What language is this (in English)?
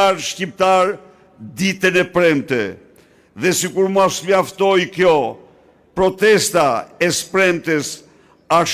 Albanian